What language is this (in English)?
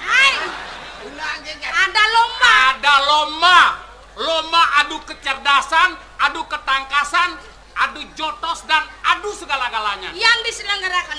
Balinese